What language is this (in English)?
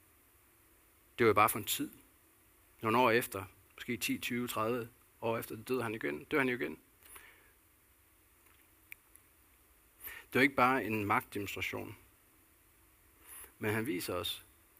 Danish